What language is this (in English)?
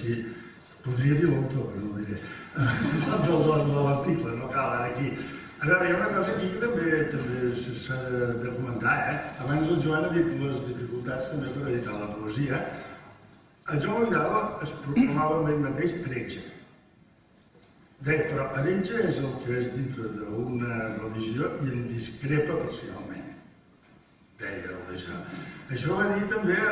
Catalan